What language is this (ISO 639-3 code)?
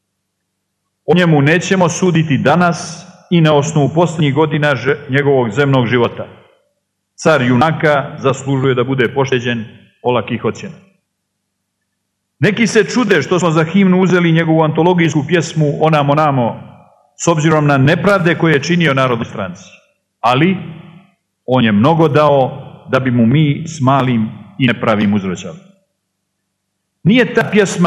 srp